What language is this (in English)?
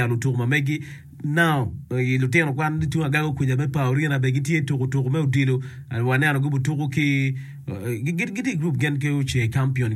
Acoli